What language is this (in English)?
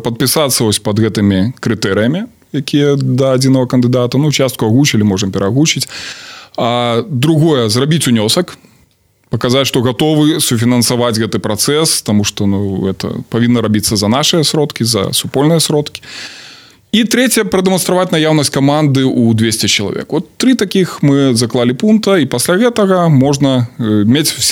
Belarusian